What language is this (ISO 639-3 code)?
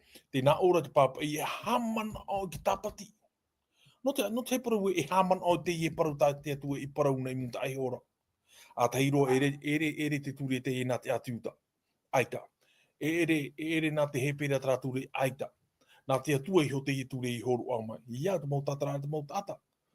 tah